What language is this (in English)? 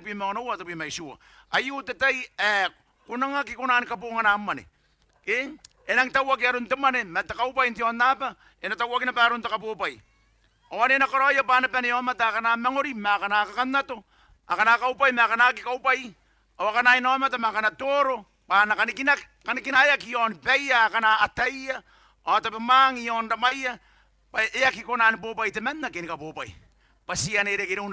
Gilbertese